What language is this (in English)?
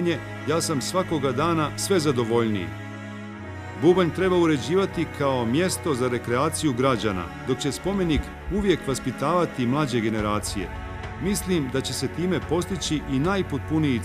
Serbian